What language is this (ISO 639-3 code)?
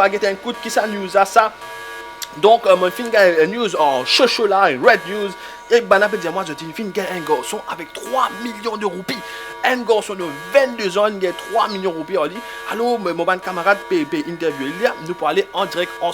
mfe